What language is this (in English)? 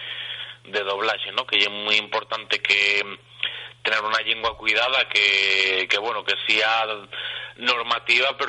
Asturian